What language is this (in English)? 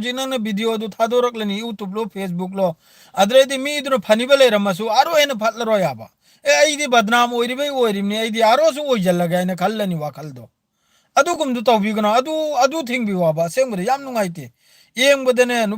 Manipuri